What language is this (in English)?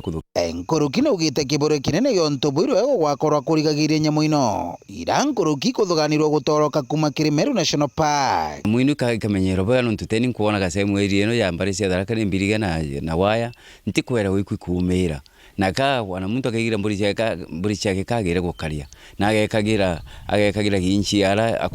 Meru